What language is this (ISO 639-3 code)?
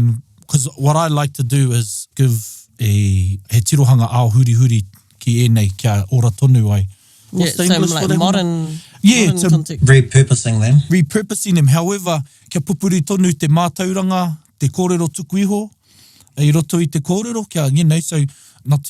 mri